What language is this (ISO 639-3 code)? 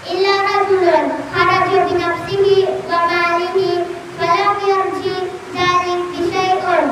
mrw